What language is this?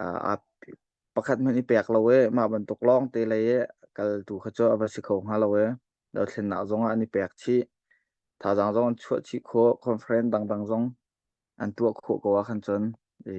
Hakha Chin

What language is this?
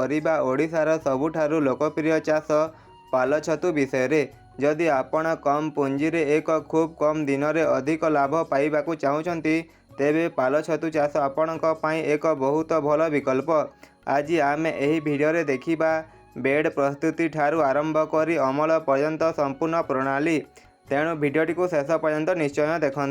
Odia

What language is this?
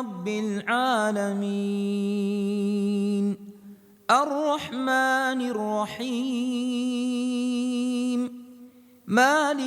Divehi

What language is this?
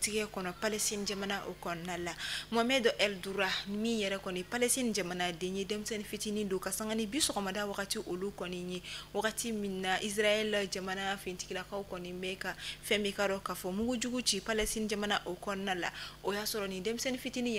Bambara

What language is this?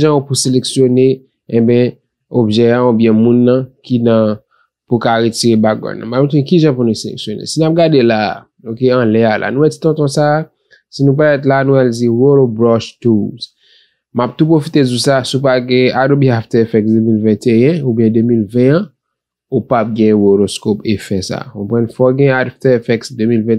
Haitian Creole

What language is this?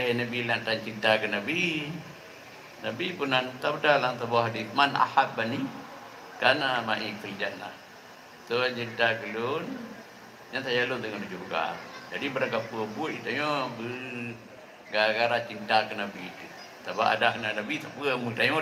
Achinese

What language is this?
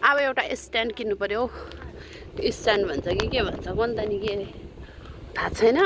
Nepali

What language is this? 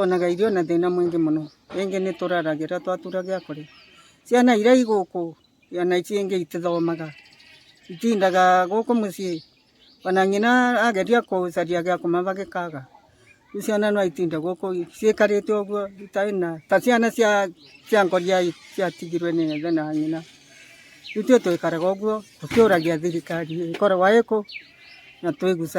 Kikuyu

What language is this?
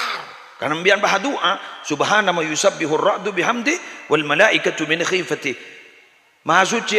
Madurese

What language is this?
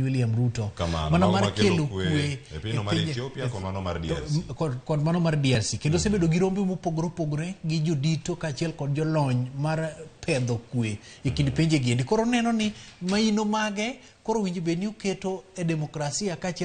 Luo (Kenya and Tanzania)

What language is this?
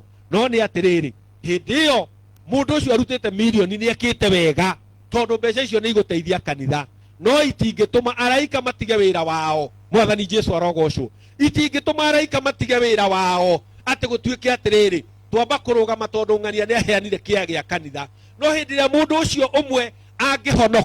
Kikuyu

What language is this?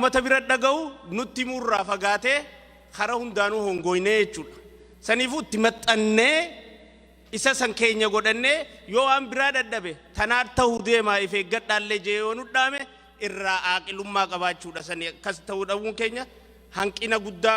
Oromo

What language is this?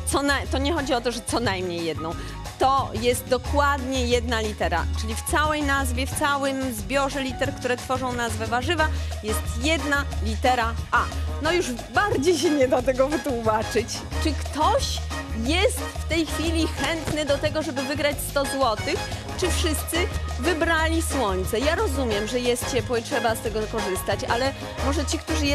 Polish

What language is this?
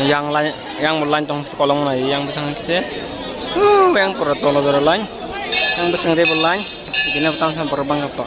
Kok Borok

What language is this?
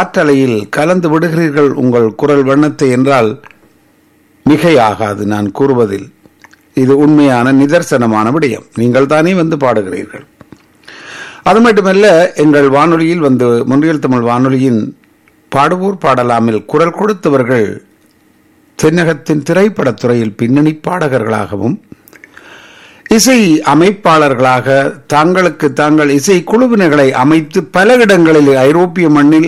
Tamil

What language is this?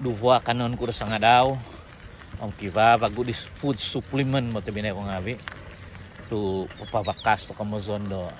Central Dusun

